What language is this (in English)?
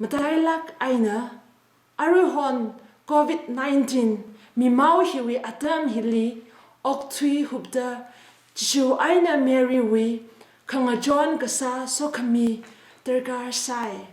Tangkhul Naga (India)